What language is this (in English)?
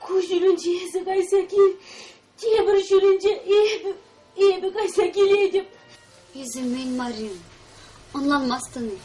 Chuvash